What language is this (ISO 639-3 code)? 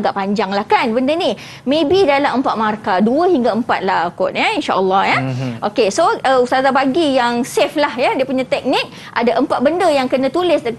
msa